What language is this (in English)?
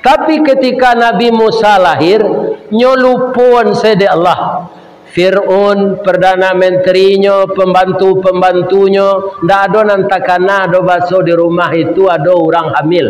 Minangkabau